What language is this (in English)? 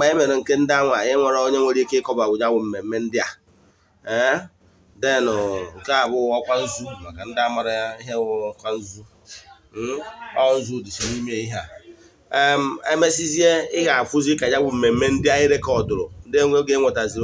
Igbo